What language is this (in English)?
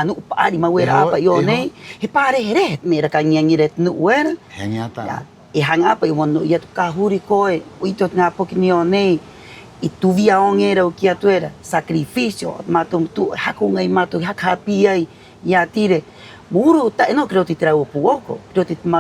Rapanui